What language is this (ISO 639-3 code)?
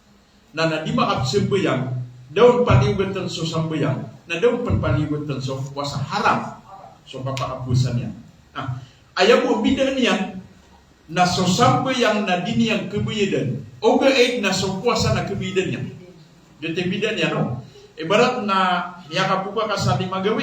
mrw